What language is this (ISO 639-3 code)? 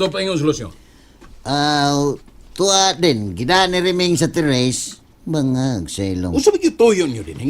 ceb